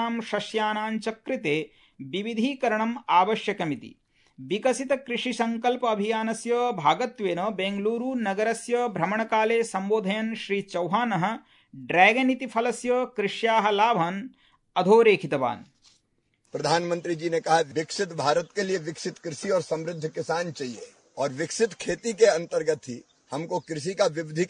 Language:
Sanskrit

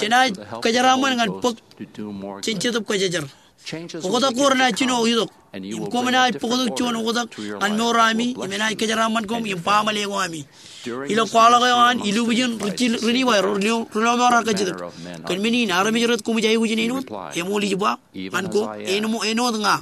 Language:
Marshallese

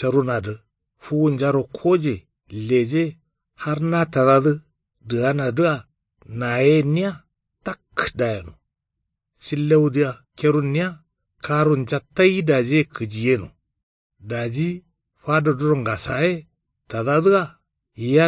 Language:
Kanuri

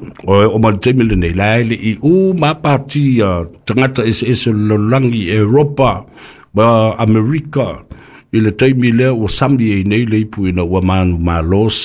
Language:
Samoan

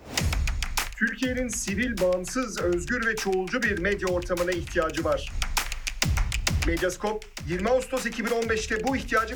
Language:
Turkish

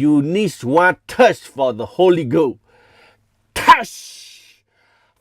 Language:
S'gaw Karen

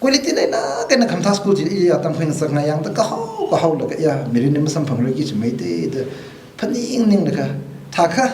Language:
Tangkhul Naga (India)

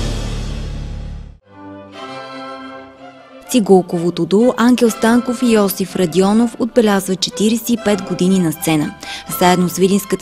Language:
Bulgarian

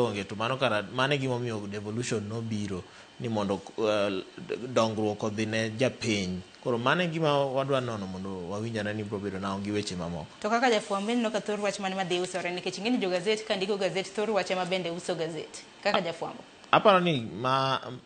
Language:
Luo (Kenya and Tanzania)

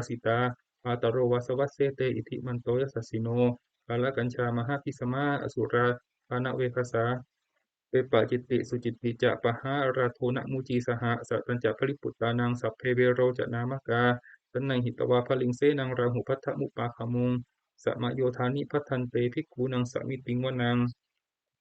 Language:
Pali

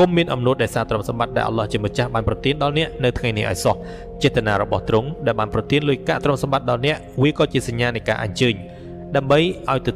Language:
Khmer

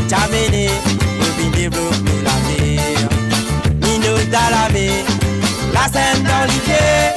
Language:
Morisyen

